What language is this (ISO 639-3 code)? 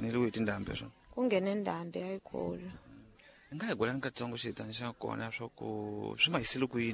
tso